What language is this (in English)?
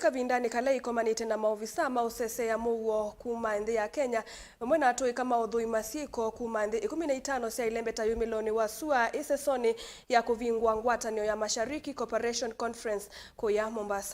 Kamba